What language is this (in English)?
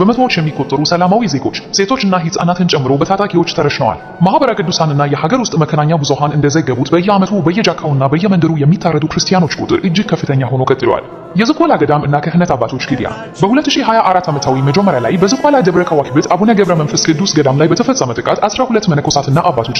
Amharic